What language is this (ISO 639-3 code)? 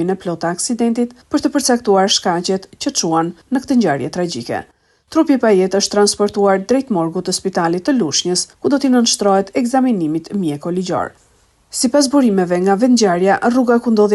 sqi